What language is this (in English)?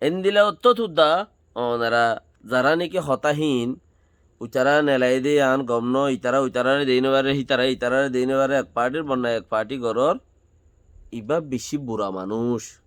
Rohingya